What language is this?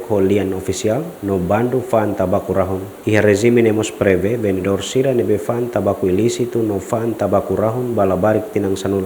Tetum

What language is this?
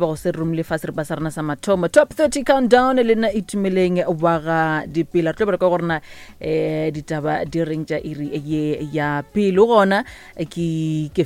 Northern Sotho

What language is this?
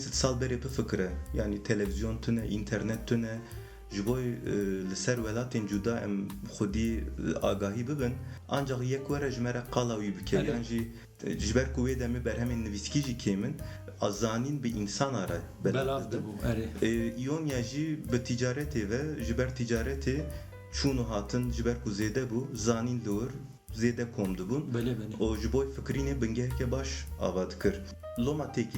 Kurdish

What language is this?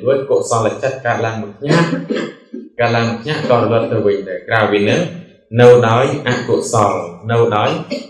Khmer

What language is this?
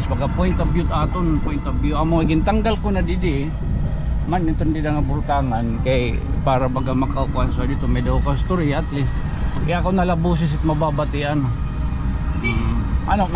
Waray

